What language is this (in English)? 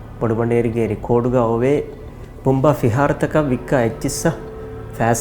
Divehi